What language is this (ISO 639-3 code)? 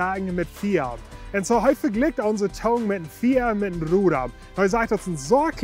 pdt